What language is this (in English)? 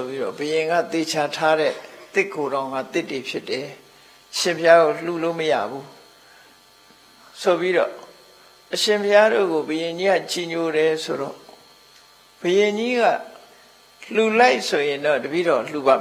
Burmese